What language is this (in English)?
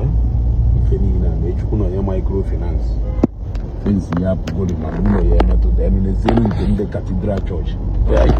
Igbo